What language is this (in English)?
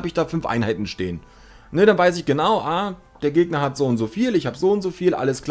German